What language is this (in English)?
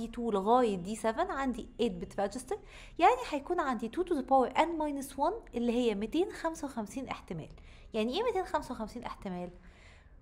Egyptian Arabic